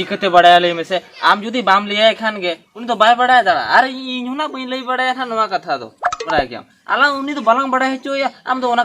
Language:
Santali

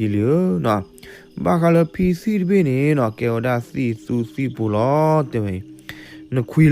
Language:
S'gaw Karen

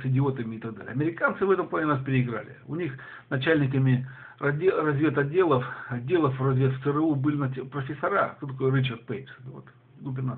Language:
Russian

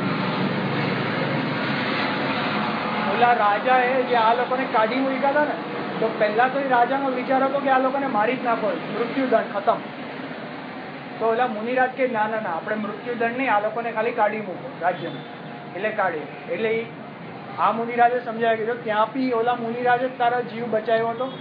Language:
Gujarati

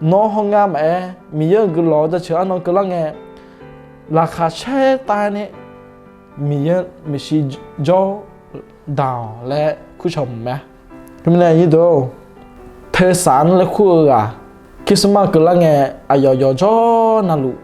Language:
Akha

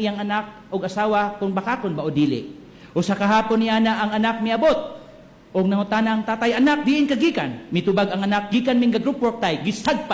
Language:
Cebuano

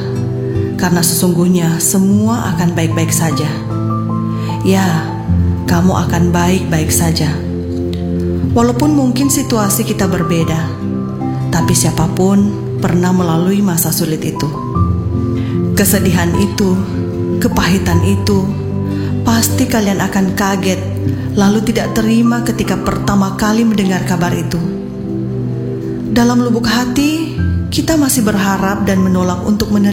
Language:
Indonesian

